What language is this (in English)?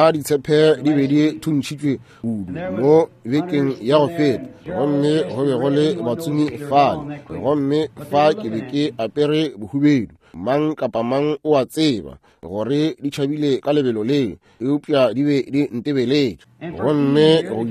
Northern Sotho